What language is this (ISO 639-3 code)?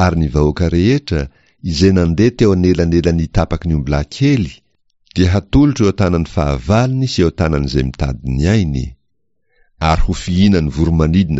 mlg